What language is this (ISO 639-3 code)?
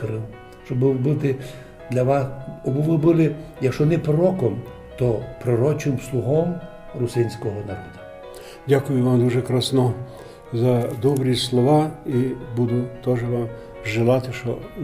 rue